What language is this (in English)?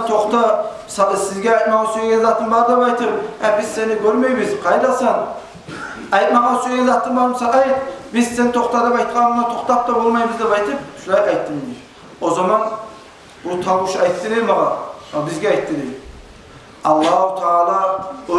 Kumyk